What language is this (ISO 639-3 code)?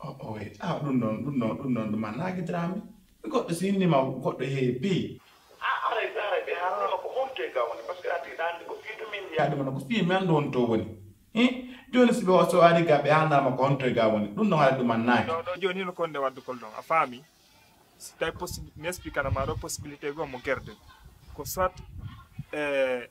fuf